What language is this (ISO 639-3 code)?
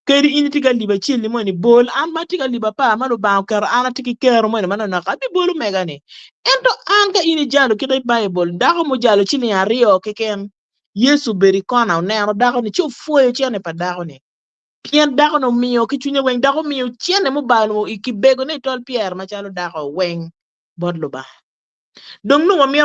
ach